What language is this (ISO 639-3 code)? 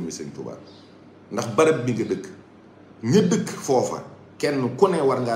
wol